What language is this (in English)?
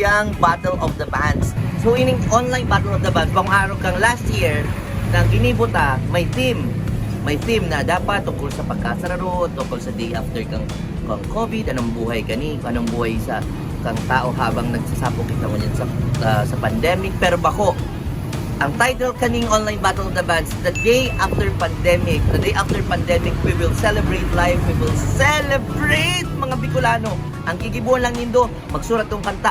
Bikol